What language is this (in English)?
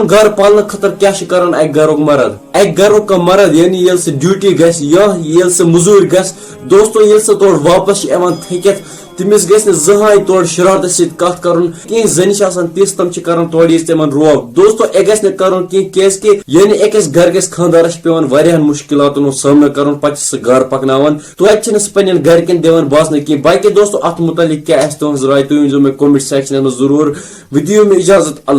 Kashmiri